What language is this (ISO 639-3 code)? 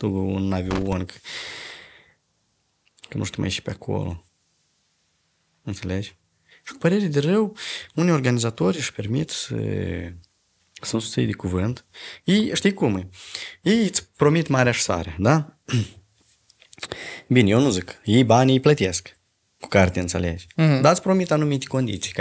ron